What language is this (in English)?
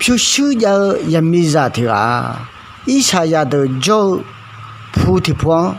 Akha